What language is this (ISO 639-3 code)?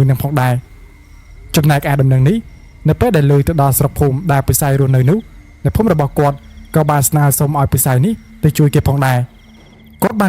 khm